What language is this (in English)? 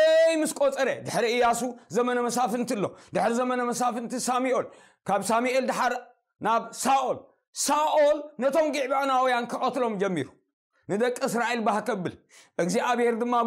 Tigrinya